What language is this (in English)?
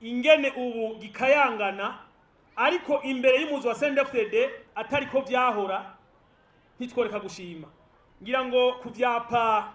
Rundi